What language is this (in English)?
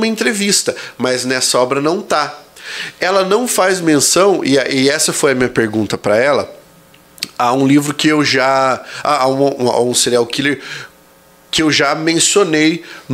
Portuguese